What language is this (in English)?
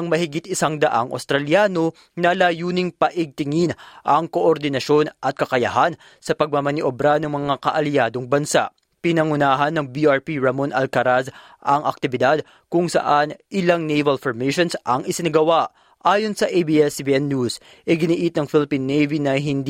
Filipino